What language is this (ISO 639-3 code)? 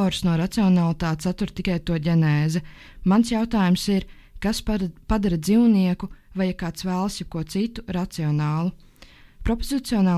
lav